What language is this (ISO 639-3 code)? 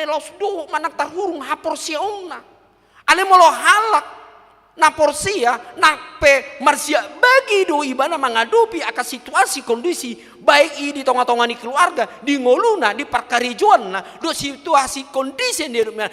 bbc